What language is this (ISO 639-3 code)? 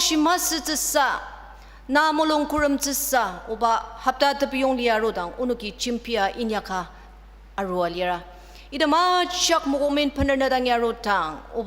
njo